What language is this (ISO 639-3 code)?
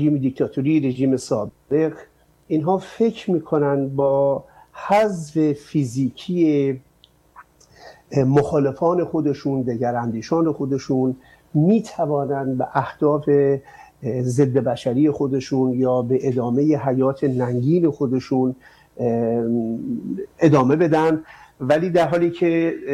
fas